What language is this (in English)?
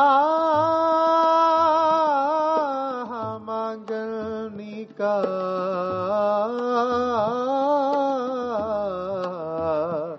Punjabi